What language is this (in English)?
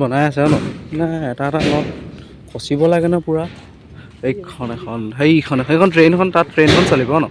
Assamese